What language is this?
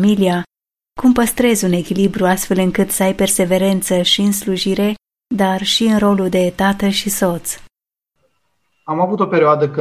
Romanian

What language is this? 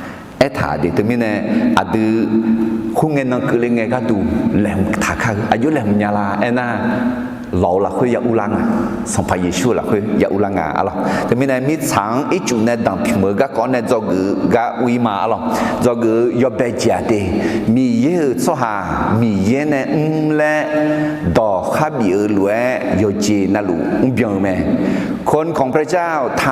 Akha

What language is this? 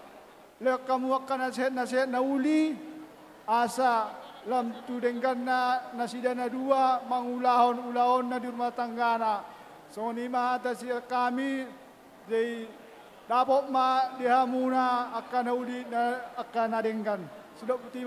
Batak Toba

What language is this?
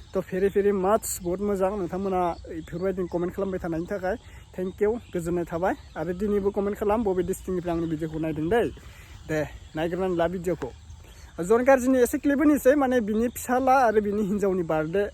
Bodo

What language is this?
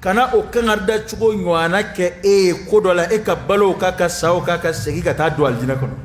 Dyula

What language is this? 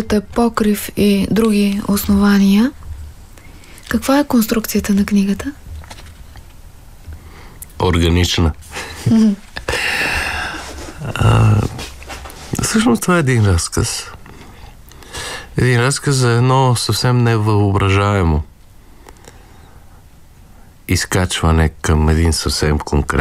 Bulgarian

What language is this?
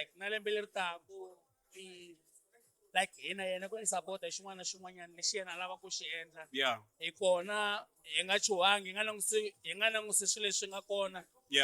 Tsonga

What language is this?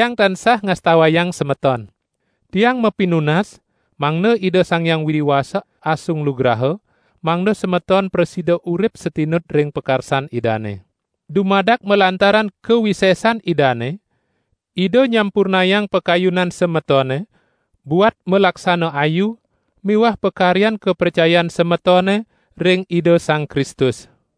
Balinese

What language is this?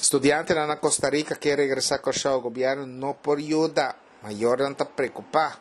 Papiamento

